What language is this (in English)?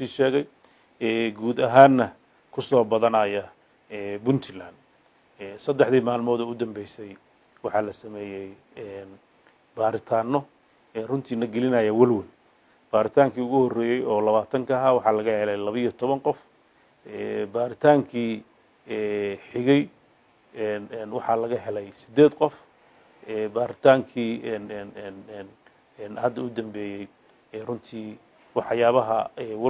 Somali